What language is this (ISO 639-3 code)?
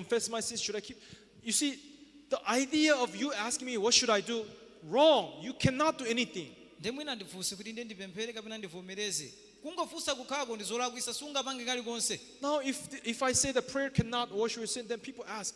nya